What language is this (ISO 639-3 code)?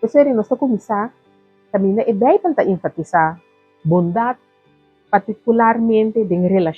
pap